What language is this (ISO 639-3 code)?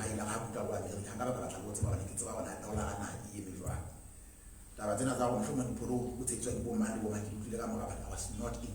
sot